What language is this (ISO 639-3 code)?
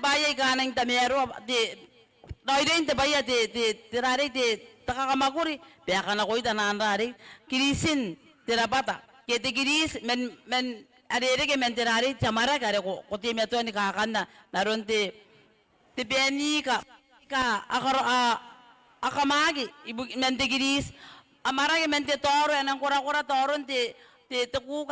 gil